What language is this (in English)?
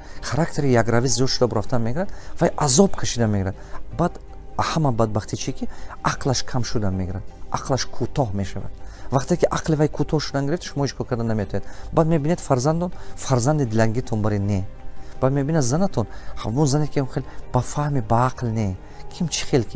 Tajik